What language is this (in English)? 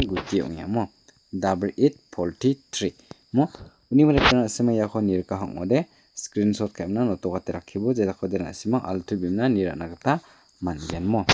Garo